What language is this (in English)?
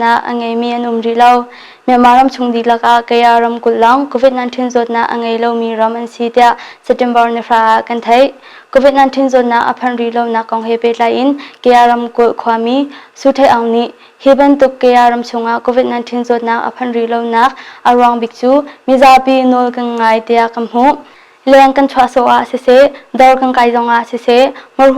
Hakha Chin